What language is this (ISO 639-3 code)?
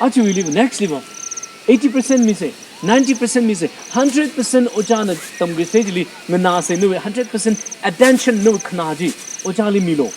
nmf